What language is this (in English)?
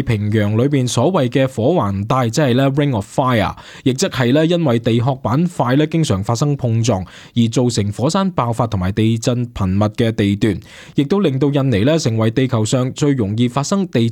Cantonese